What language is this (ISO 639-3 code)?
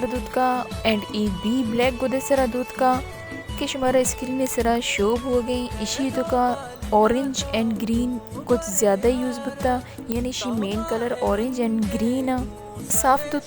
bal